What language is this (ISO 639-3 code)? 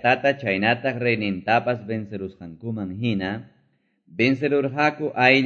que